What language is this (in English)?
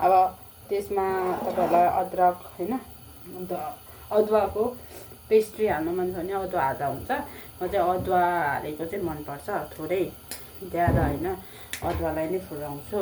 Nepali